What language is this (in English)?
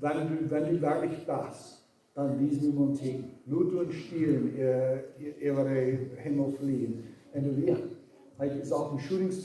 Plautdietsch